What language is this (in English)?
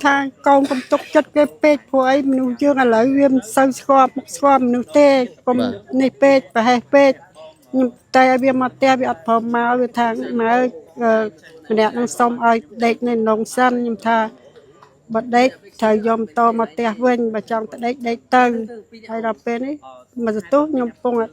Khmer